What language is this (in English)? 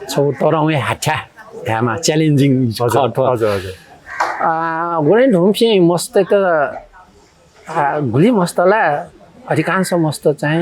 Newari